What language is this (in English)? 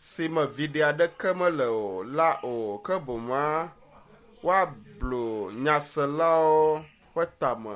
Ewe